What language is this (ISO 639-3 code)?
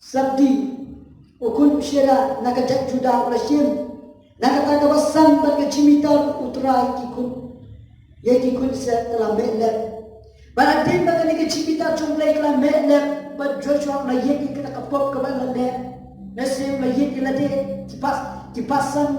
kha